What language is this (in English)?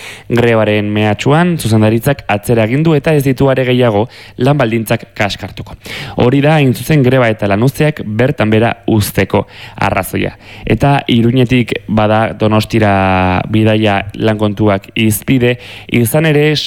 Basque